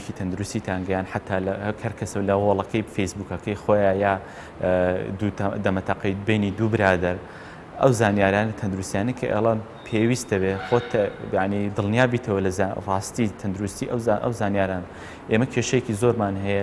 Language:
Central Kurdish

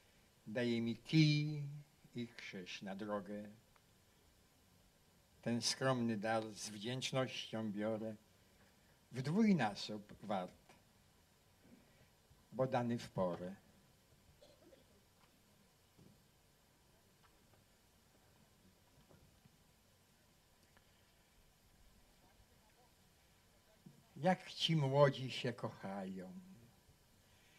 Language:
Polish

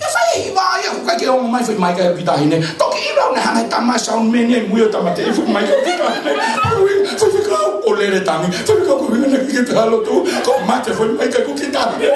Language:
Tongan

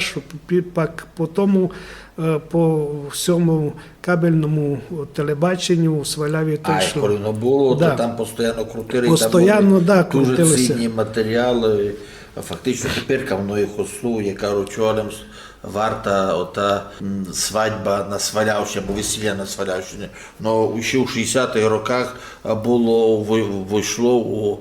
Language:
Rusyn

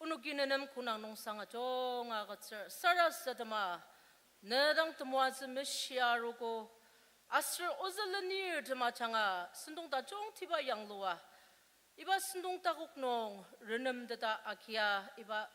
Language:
Ao Naga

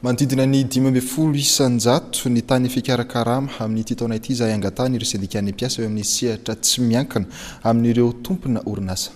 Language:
Malagasy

